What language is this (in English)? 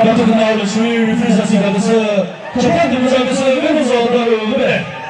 Chokri Naga